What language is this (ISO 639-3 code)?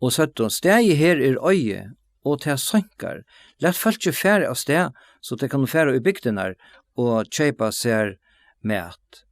fao